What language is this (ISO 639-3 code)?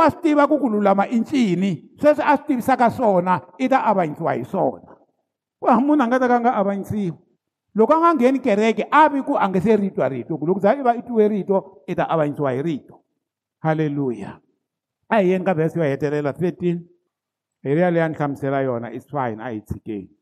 tso